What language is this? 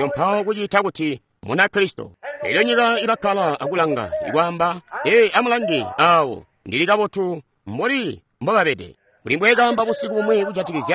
Tonga (Zambia)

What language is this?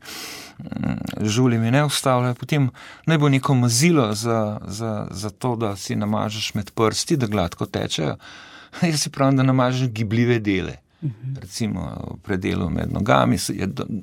Slovenian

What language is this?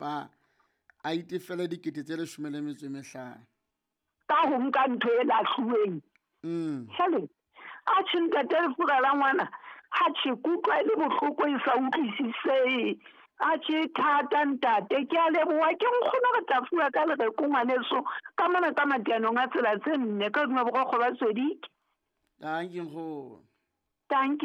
Southern Sotho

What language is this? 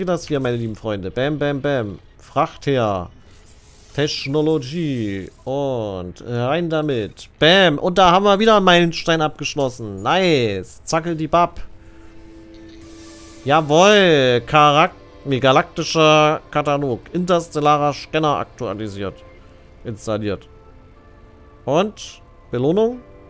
German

